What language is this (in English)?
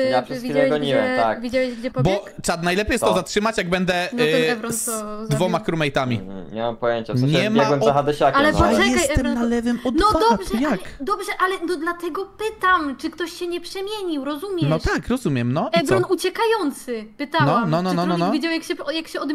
Polish